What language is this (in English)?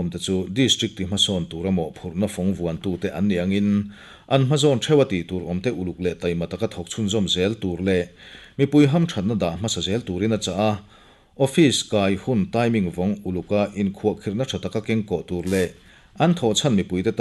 Mizo